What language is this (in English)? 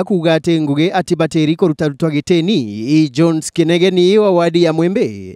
Meru